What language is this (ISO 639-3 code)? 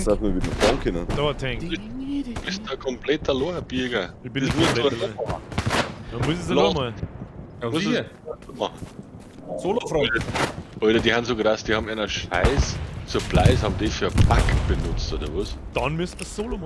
bar